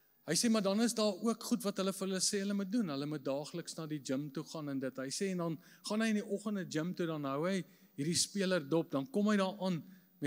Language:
Afrikaans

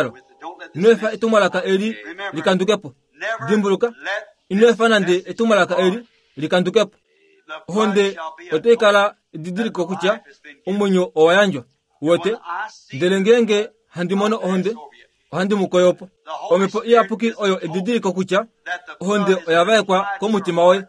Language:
Kuanyama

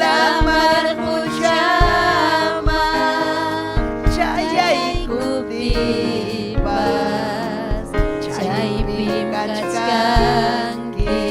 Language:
Ayacucho Quechua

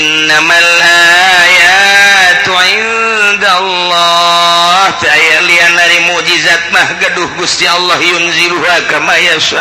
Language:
Sundanese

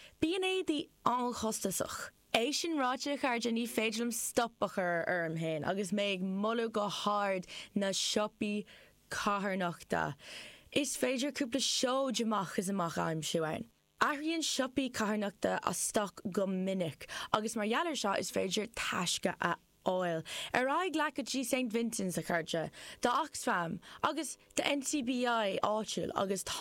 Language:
Irish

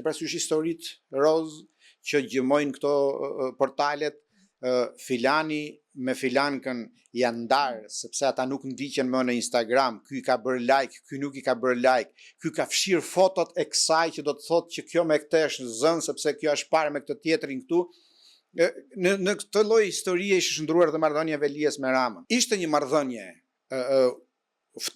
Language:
Albanian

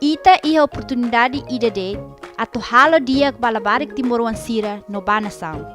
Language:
Tetum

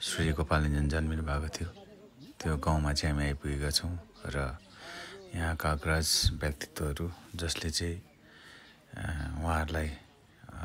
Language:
Nepali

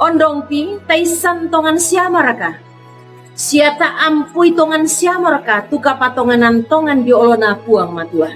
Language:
Toraja-Sa'dan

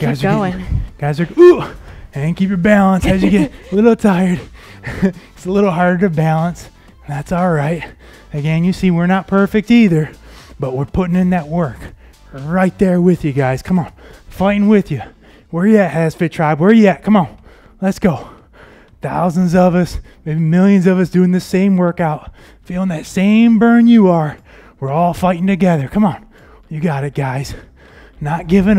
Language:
English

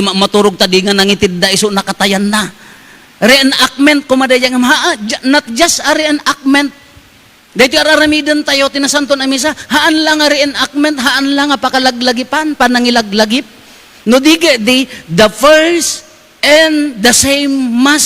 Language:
Iloko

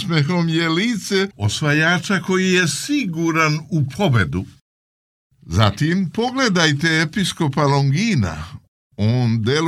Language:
Serbian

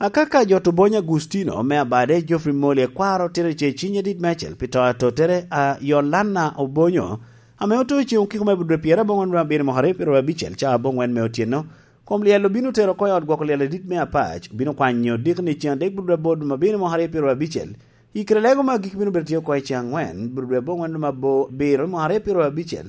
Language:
Lango (Uganda)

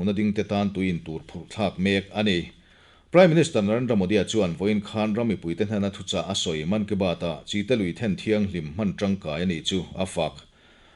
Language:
Mizo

